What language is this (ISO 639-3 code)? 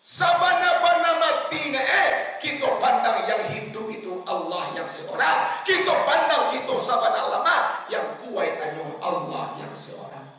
min